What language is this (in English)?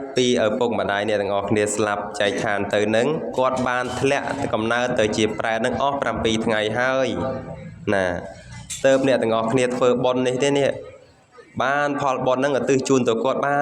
Khmer